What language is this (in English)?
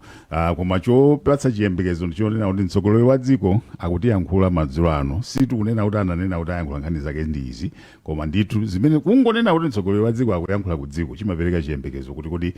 Nyanja